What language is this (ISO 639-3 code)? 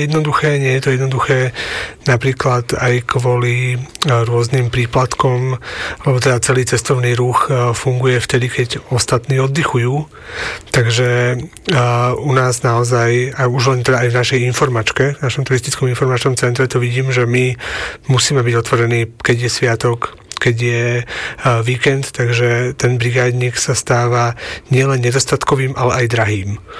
slk